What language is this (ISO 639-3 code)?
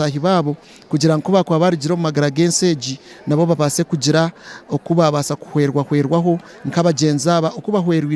nyn